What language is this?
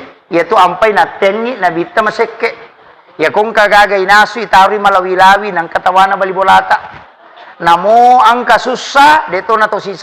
Buginese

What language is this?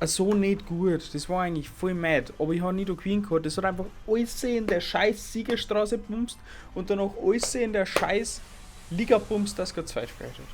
Bavarian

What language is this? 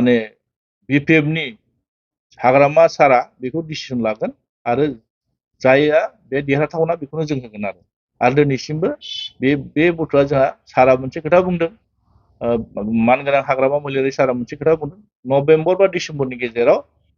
Bodo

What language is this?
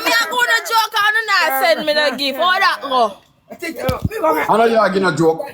Jamaican Creole English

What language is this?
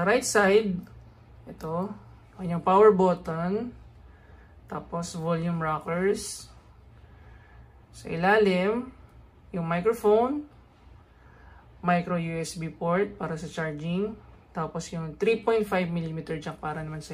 Filipino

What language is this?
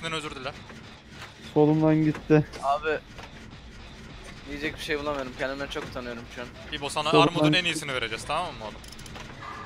Turkish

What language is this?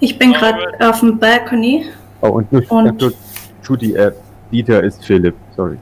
Swiss German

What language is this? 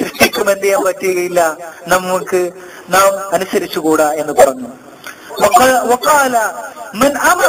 Malayalam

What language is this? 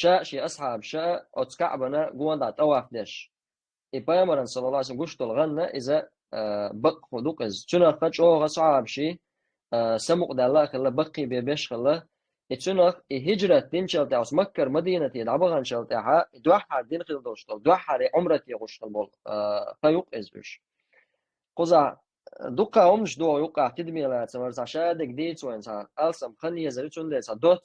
Chechen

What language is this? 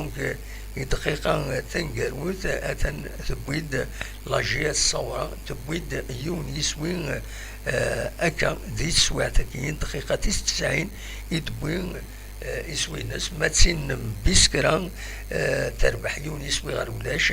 Kabyle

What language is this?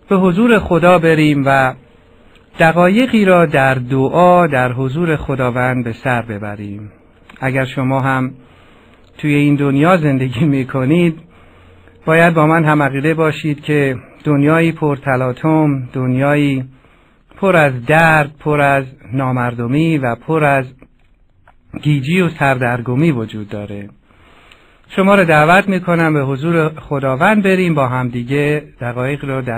Persian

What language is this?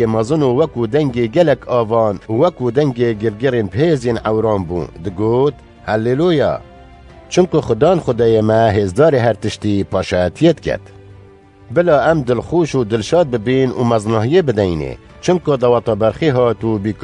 Kurdish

